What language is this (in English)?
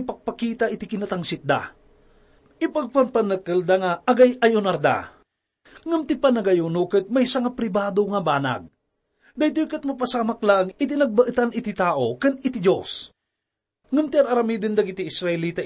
Iloko